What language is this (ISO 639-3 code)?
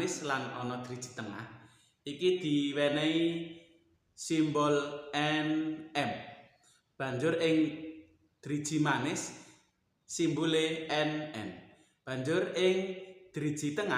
jav